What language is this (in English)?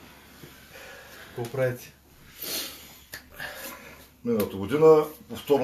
Bulgarian